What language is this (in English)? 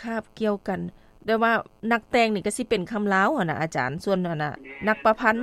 Lao